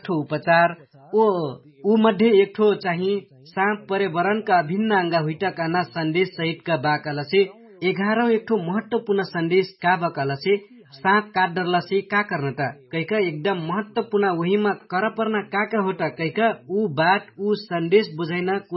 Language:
Dangaura Tharu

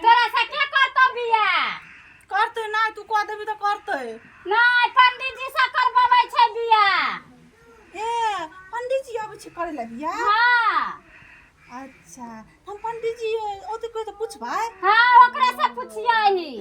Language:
Maithili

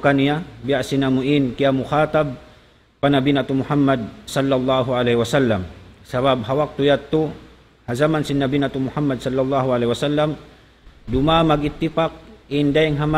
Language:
Tausug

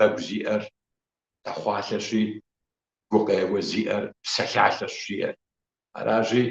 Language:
Kabardian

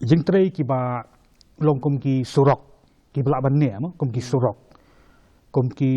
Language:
Khasi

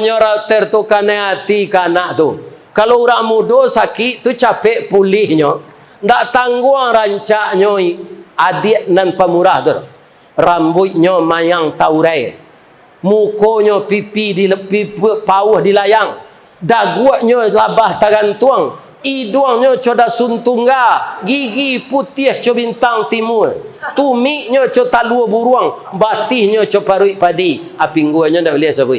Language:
Minangkabau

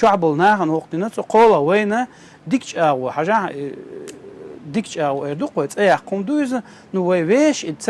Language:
Chechen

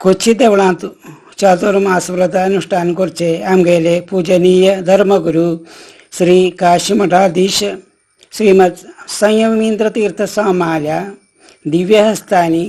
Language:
Konkani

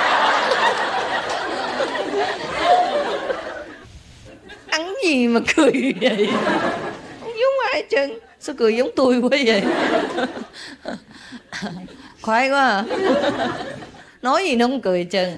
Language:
Vietnamese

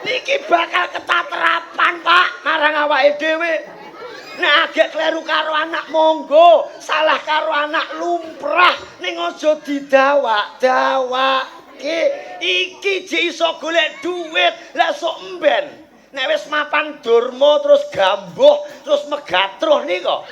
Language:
Javanese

